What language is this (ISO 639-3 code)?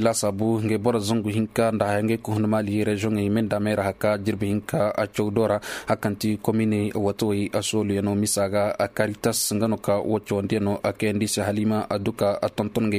ses